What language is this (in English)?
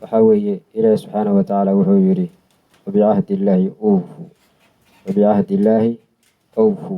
Somali